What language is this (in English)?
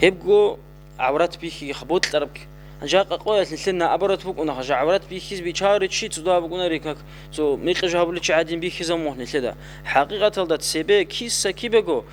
Avaric